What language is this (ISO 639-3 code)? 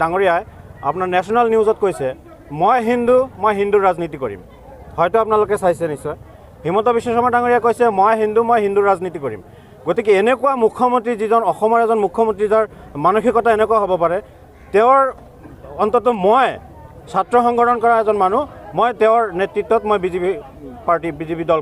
asm